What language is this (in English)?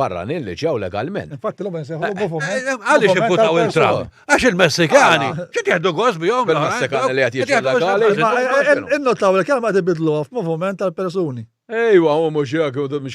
Maltese